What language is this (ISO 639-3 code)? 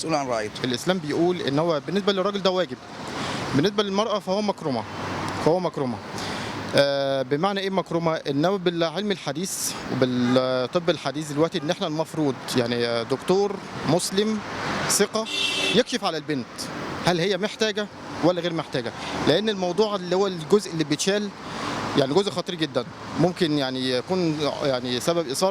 arz